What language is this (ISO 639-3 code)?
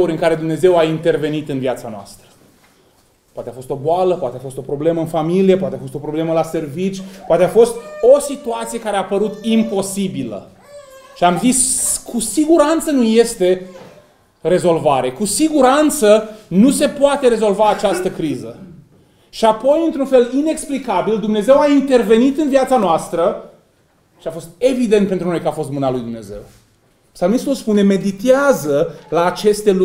ron